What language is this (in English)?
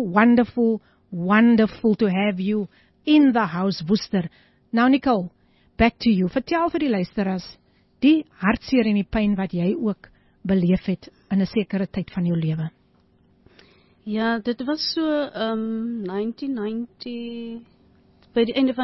Afrikaans